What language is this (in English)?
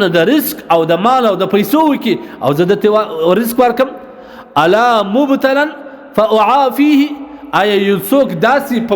Pashto